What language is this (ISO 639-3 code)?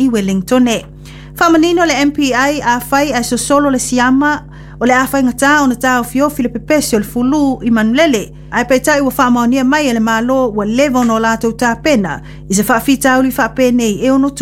smo